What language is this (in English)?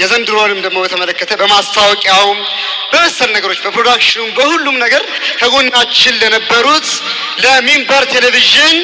Amharic